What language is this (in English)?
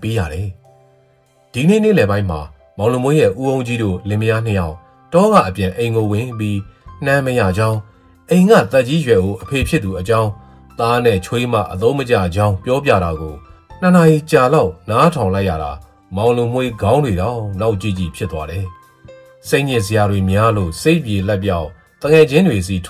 Burmese